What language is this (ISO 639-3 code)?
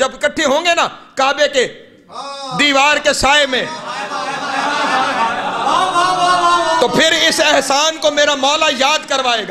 urd